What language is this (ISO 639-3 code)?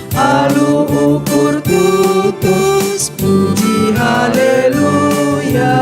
btx